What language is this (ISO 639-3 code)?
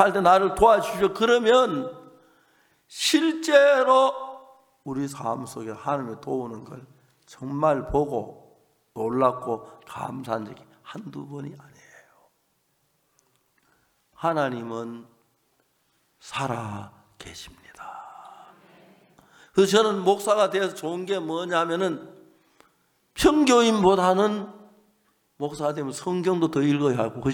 kor